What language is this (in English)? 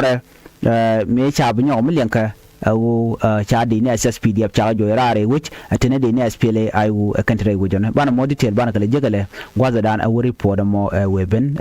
Nuer